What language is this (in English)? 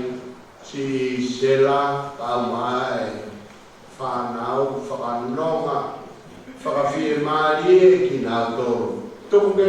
Tongan